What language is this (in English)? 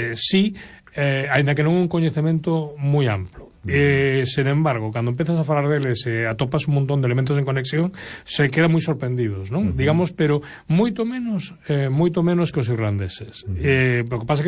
Galician